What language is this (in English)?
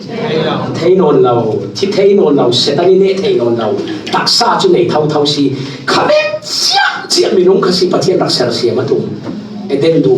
Falam Chin